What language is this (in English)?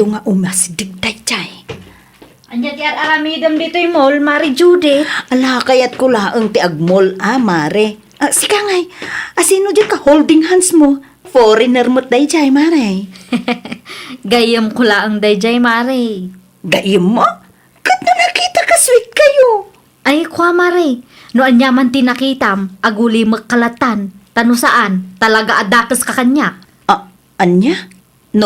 Iloko